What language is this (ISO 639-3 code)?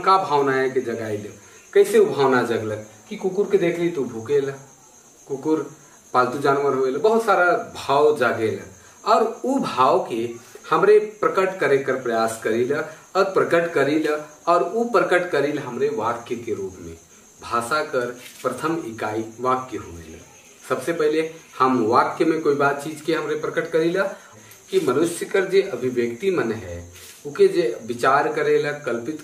sck